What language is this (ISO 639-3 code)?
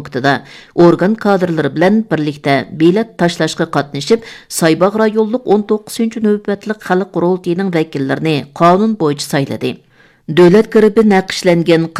uig